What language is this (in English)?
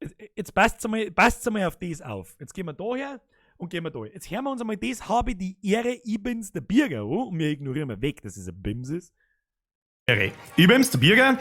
Bavarian